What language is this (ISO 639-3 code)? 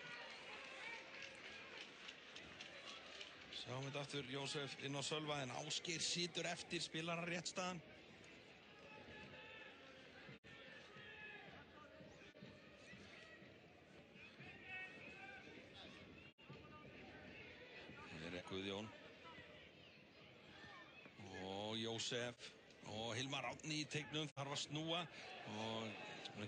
isl